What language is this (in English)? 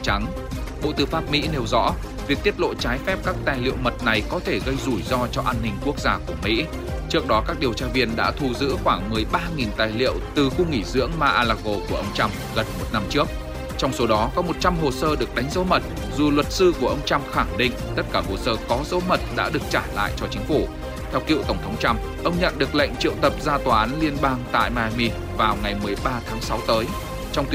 Vietnamese